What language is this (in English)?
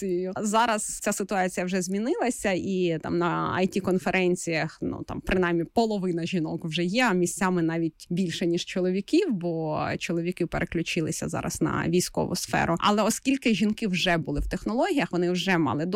Ukrainian